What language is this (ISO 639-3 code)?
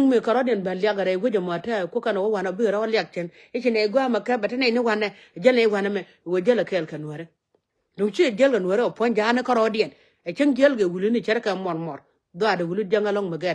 nus